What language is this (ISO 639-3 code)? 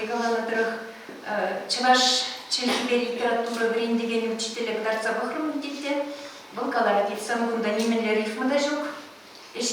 chv